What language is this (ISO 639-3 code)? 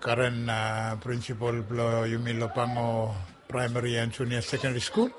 bis